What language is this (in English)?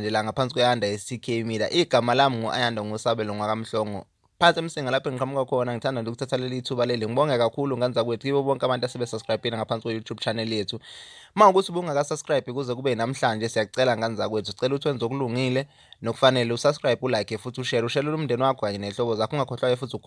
Zulu